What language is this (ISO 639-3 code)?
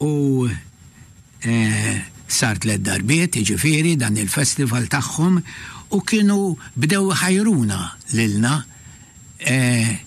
mlt